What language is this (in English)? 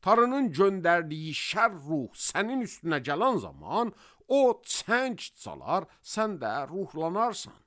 Azerbaijani